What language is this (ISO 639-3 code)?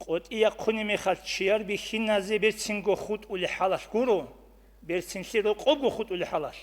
ava